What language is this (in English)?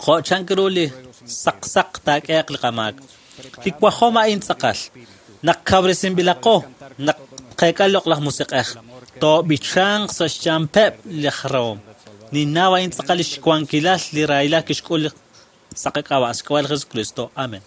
Kekchí